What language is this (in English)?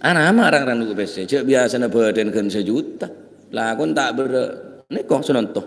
Madurese